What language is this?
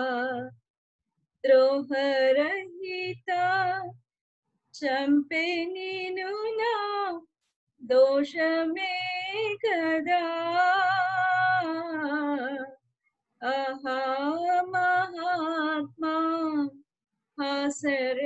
Telugu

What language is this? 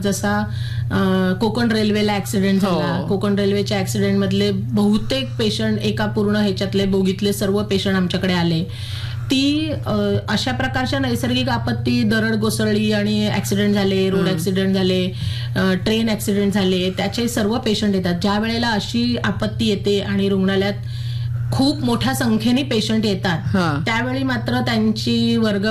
Marathi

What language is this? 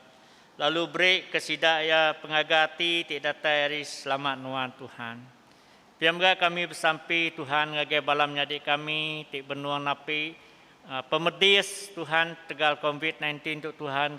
Iban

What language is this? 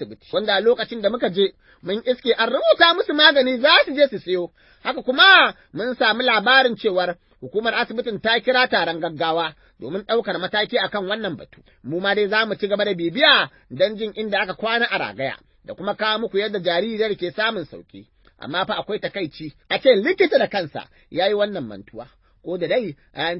Hausa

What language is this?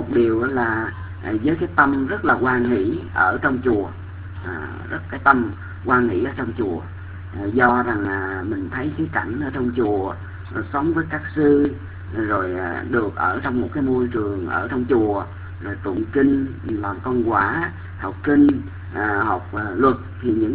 Vietnamese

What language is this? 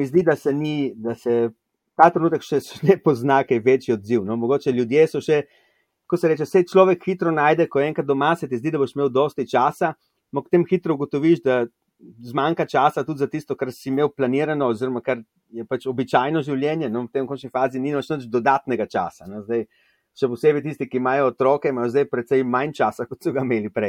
Slovenian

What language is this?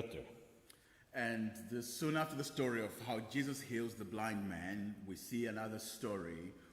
Faroese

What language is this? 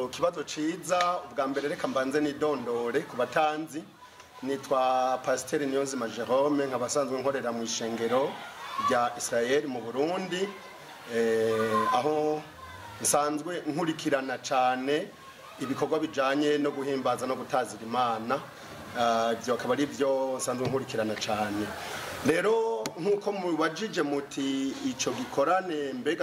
Rundi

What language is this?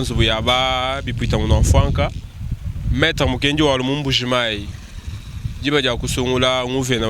Luba-Lulua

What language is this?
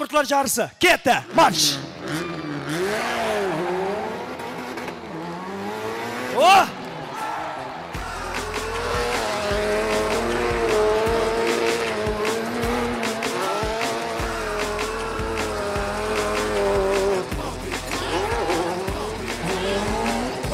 Kara-Kalpak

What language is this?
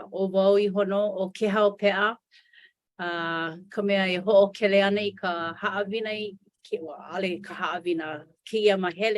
Hawaiian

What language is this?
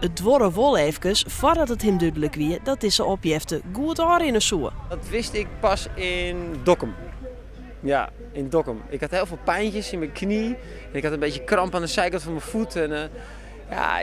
Western Frisian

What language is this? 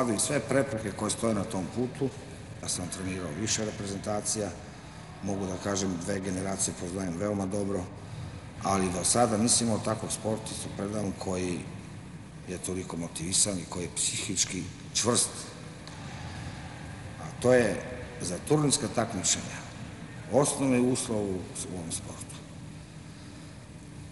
Serbian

